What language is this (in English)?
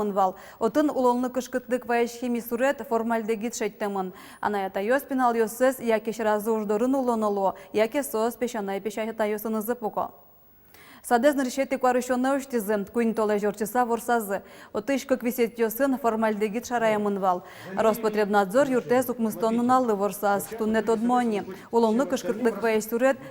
Udmurt